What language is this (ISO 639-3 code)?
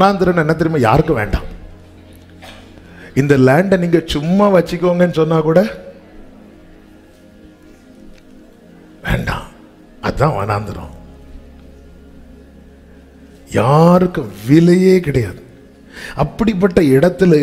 tam